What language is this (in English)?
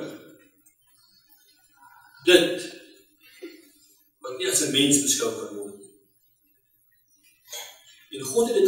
Afrikaans